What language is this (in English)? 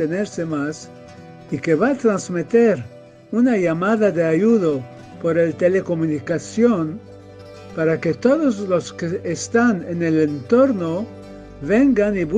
Ladino